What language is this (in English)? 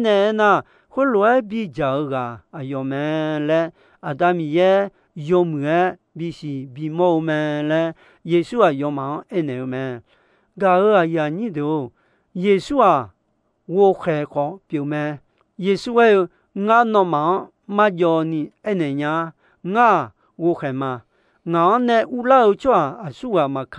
Akha